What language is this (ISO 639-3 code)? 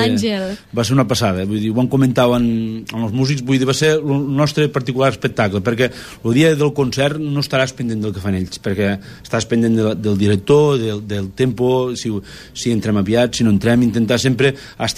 cat